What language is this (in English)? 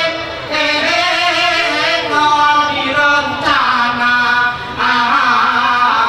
Gayo